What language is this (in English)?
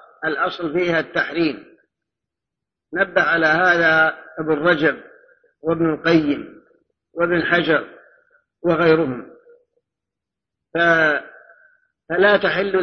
Arabic